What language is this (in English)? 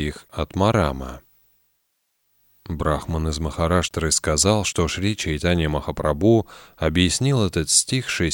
Russian